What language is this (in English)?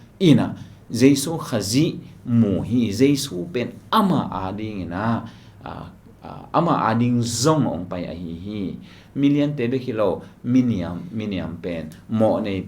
Tedim Chin